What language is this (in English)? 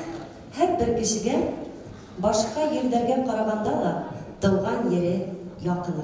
Bashkir